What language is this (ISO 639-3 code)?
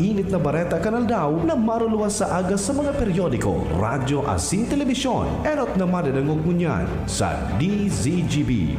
bik